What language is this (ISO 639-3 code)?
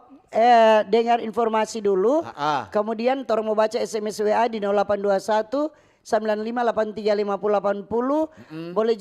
xmm